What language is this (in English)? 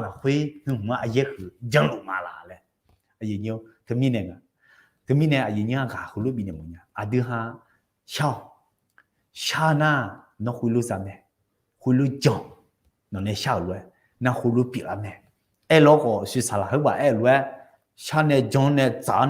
Akha